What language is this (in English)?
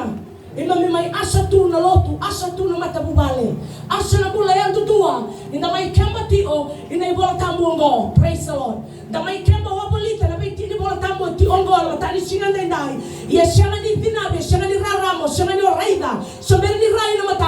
Fijian